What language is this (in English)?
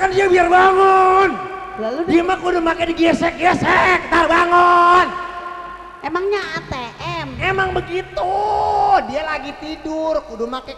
Betawi